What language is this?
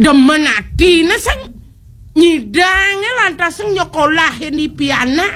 Balinese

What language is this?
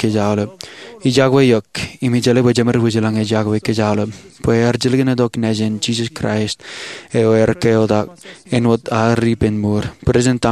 Marshallese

